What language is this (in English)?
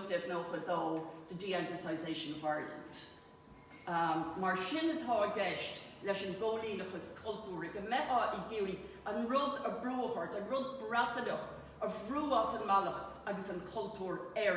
Irish